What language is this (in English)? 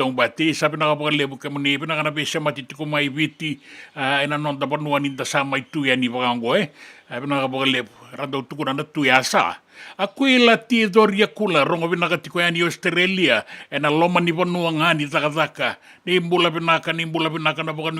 Fijian